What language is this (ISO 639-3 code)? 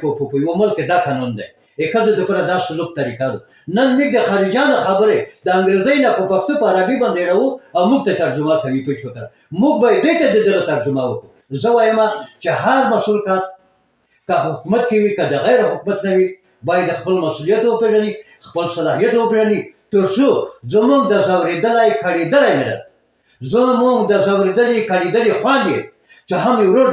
pus